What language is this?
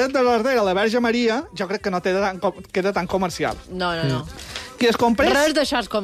Catalan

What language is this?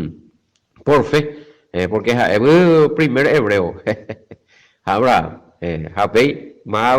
Guarani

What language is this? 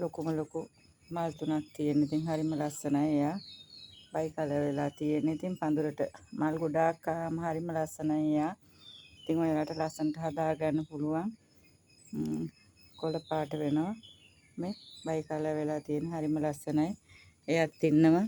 Sinhala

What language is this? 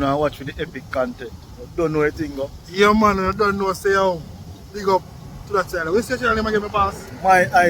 Jamaican Creole English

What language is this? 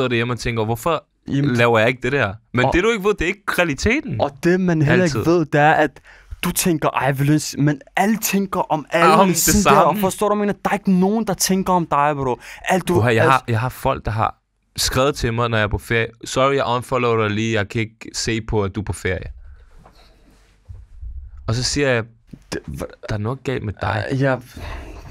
Danish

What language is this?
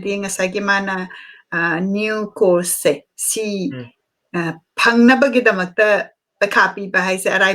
Manipuri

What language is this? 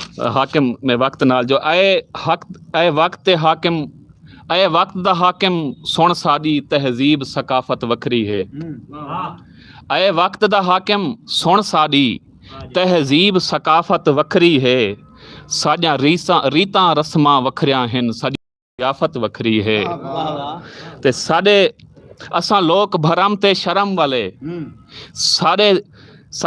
Western Panjabi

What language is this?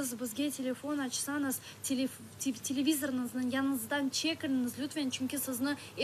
Crimean Tatar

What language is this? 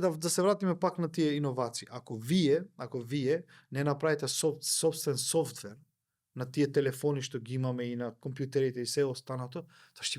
Macedonian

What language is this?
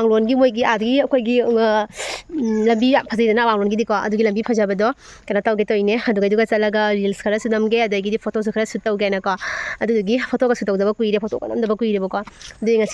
Manipuri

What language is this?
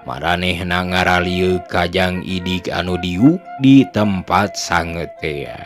Sundanese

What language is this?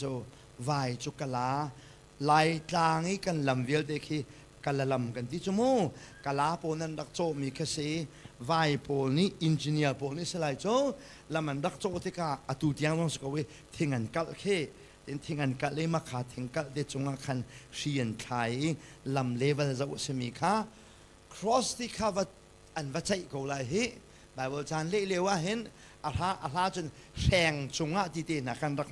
Hakha Chin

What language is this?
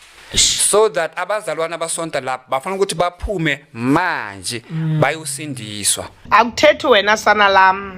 Zulu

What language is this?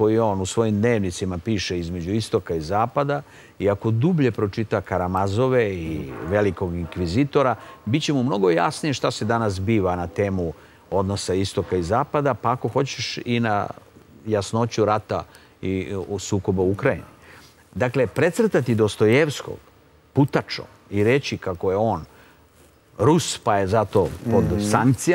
Serbian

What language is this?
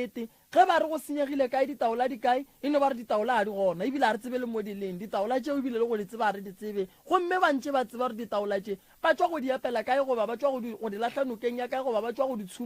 Northern Sotho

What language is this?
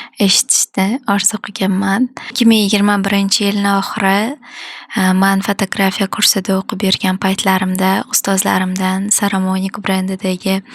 Uzbek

